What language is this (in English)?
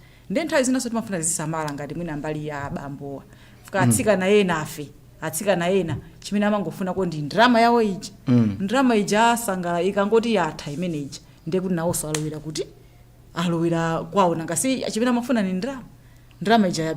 Nyanja